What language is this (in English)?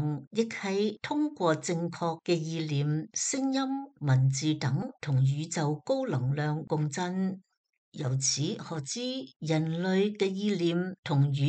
Cantonese